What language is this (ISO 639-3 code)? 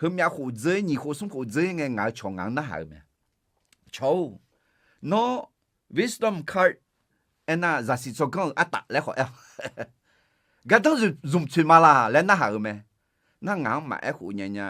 ahk